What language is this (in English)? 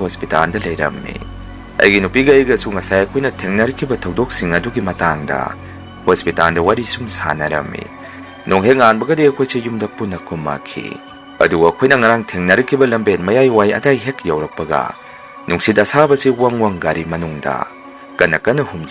Manipuri